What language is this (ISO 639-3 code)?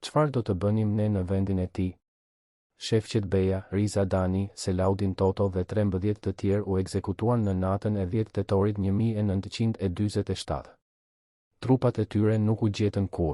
sqi